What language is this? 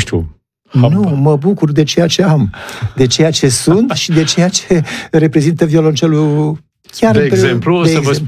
Romanian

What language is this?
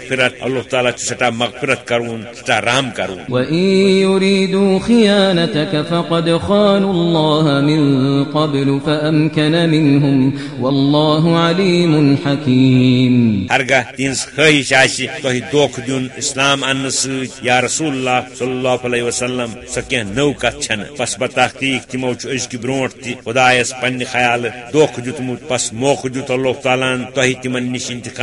Kashmiri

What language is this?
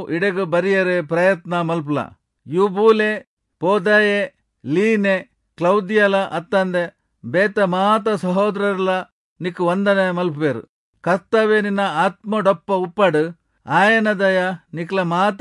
Tulu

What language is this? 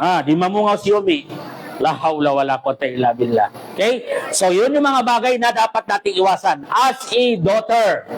Maranao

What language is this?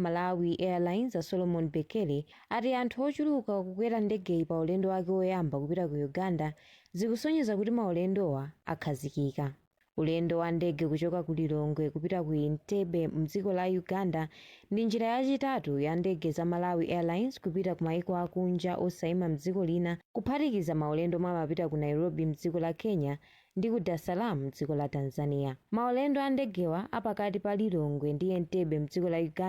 Nyanja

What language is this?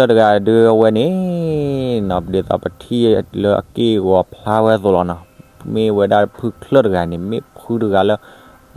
S'gaw Karen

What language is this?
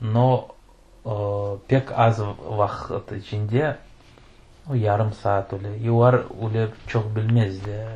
Crimean Tatar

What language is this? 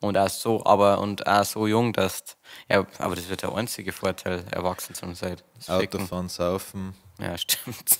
Bavarian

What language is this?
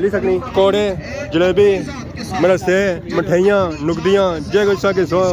Pahari-Potwari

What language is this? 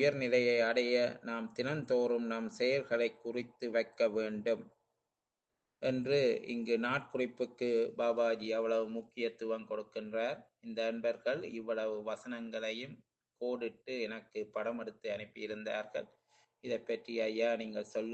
Tamil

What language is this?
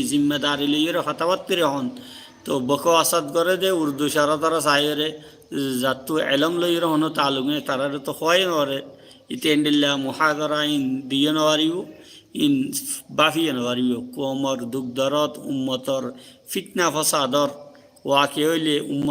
Rohingya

